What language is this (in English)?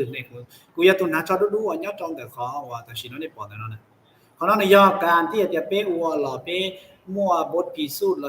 Hmong